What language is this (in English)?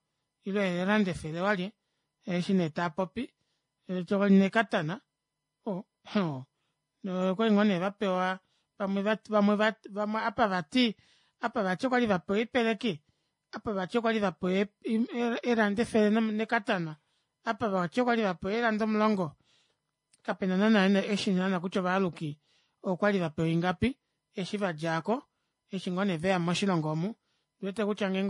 Kuanyama